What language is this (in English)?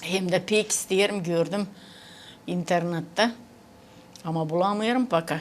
Gagauz